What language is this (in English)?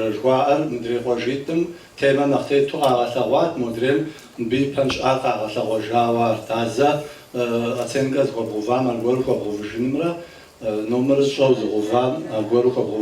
Kabardian